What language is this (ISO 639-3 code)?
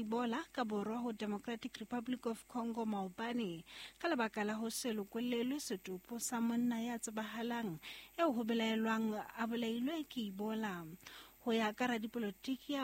sot